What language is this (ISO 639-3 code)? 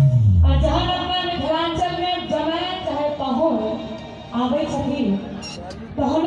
mai